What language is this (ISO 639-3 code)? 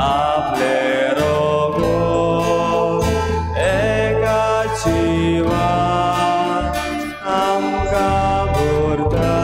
kok